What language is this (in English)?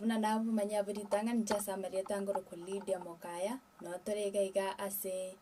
Gusii